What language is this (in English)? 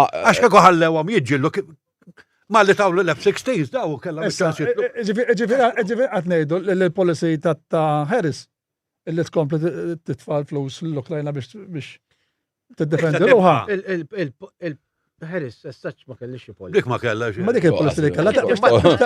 Maltese